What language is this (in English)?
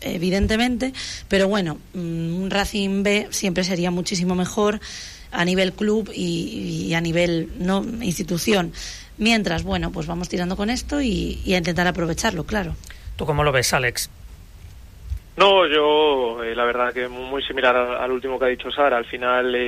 Spanish